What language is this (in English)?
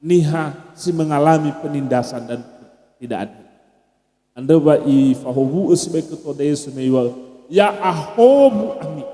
Nias